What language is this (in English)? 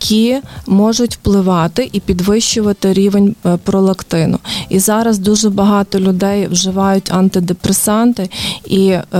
Ukrainian